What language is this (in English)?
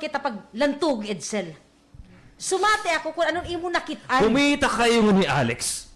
Waray